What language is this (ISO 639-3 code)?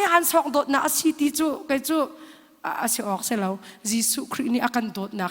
cnh